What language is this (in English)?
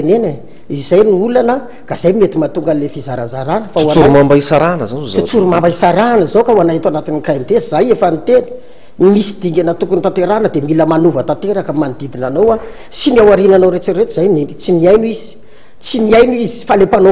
Malagasy